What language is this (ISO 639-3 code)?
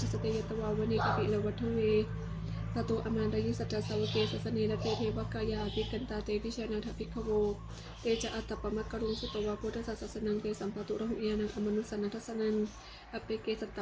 pli